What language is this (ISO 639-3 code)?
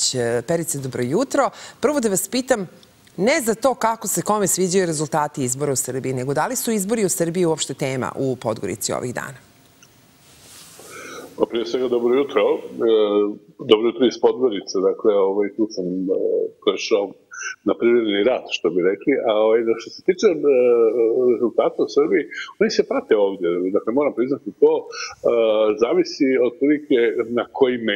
srp